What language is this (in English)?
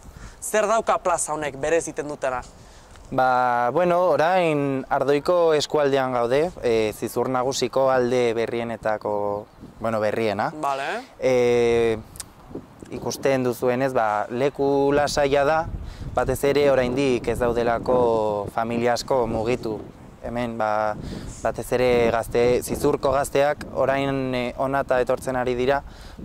Basque